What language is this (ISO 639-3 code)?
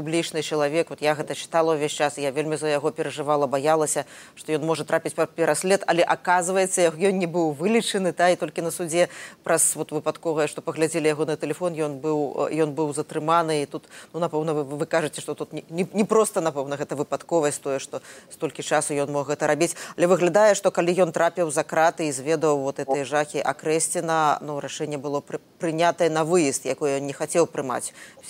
bel